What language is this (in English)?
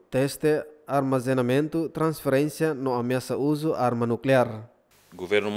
Tetum